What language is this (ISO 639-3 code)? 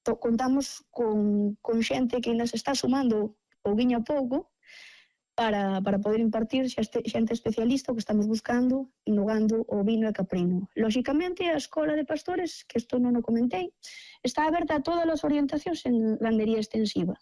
glg